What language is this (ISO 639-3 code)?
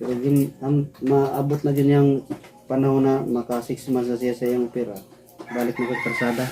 ceb